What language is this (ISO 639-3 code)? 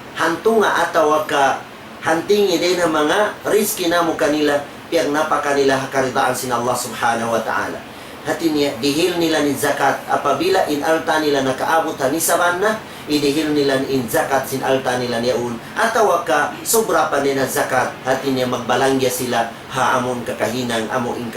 tsg